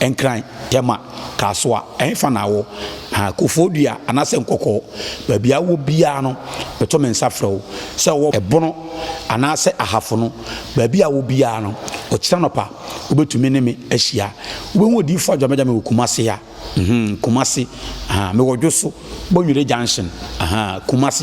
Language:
Akan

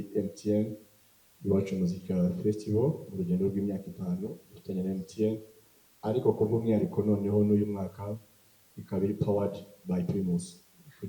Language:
Kinyarwanda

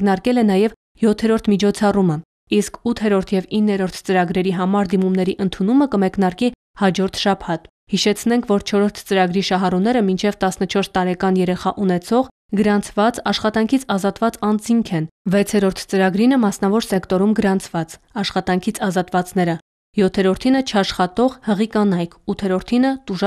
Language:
Armenian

